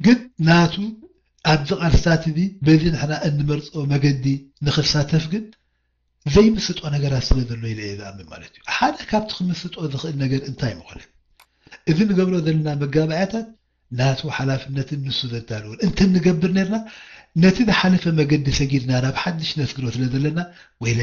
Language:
Tigrinya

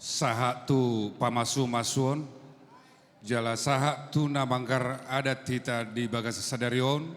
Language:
Batak Toba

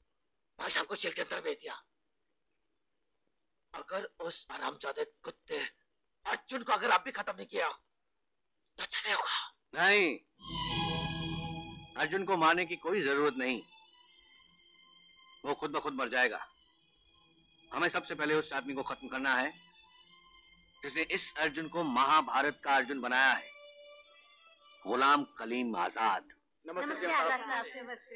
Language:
Hindi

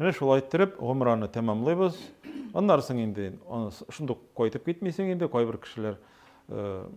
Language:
Tatar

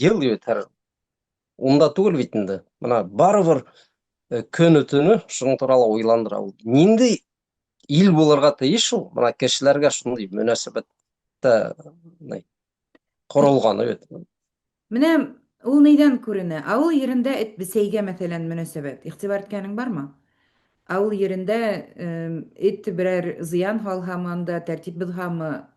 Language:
Bashkir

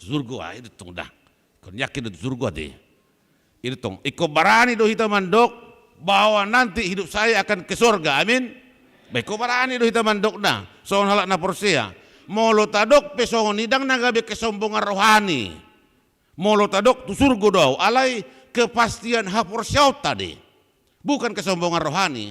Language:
Batak Toba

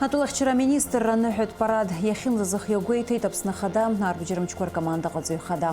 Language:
Abkhazian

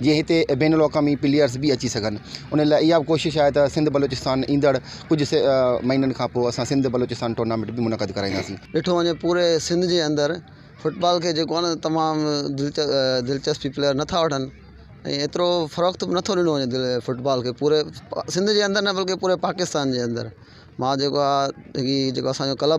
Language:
Sindhi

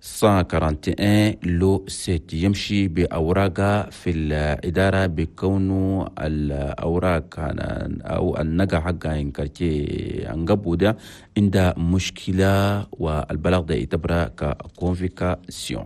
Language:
Chadian Arabic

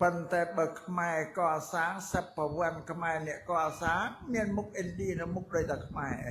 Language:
Khmer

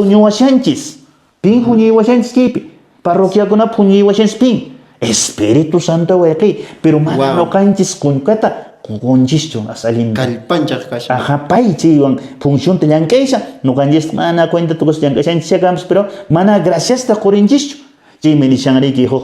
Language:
Quechua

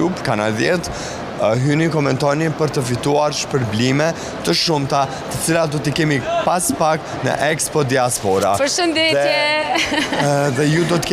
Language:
Albanian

